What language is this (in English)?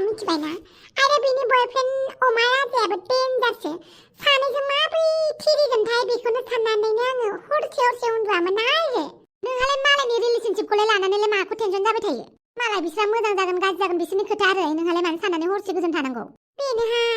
Bodo